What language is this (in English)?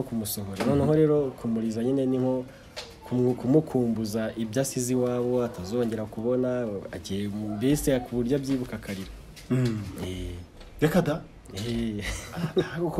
Kinyarwanda